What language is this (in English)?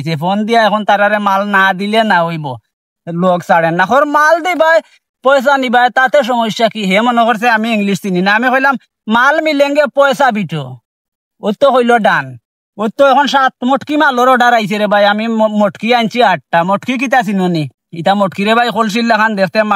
Sylheti